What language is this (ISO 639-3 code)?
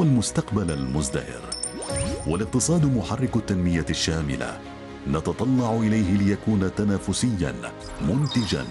ara